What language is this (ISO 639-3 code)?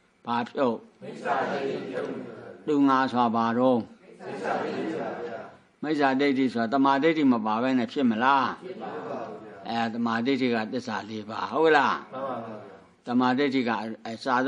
mya